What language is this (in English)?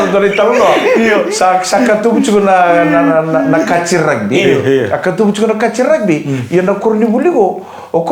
Fijian